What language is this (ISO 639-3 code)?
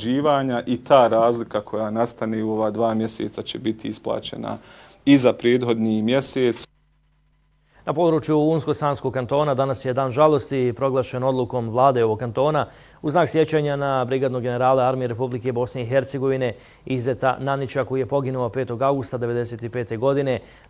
bos